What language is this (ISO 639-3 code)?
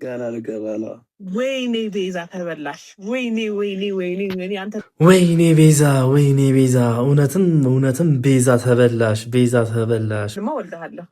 amh